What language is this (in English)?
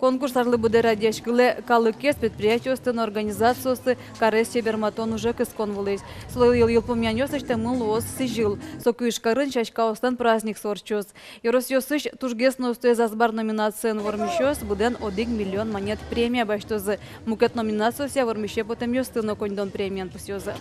Udmurt